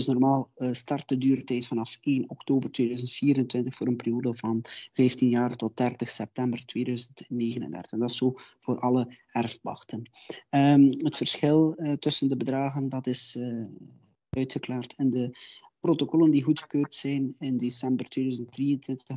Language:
Dutch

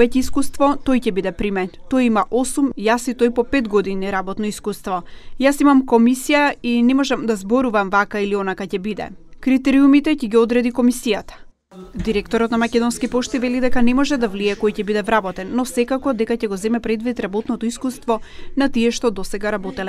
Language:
Macedonian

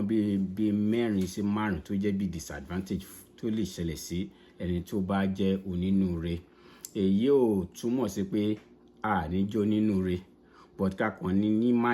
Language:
Yoruba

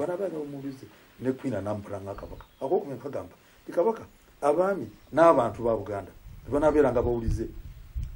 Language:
Ganda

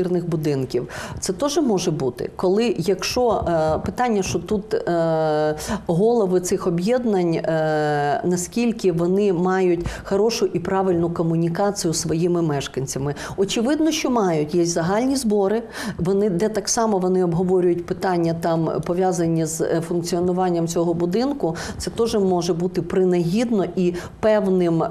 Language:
Ukrainian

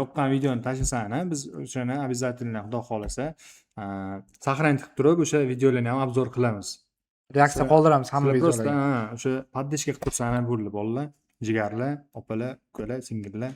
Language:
Uzbek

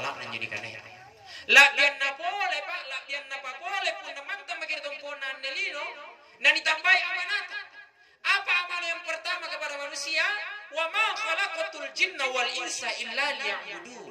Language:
Makasar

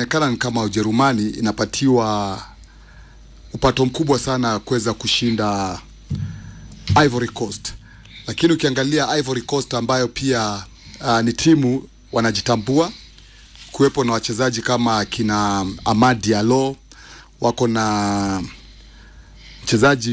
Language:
Swahili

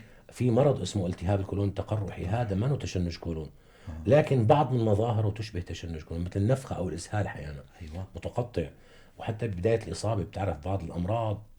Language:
North Levantine Arabic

